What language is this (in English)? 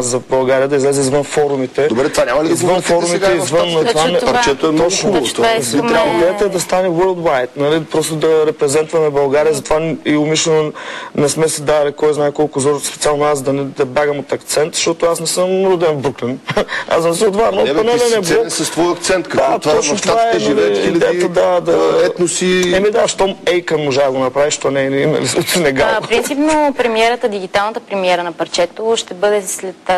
Bulgarian